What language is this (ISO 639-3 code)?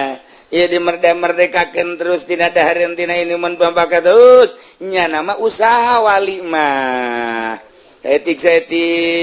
sun